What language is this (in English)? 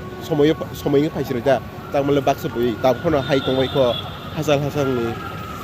Kok Borok